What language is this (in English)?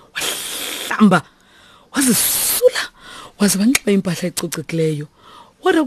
Xhosa